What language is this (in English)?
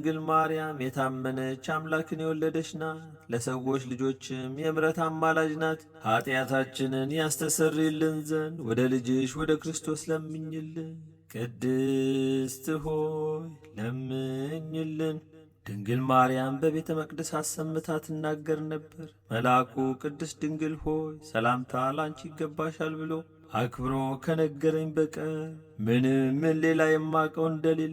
Amharic